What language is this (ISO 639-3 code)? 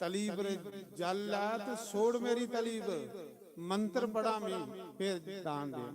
doi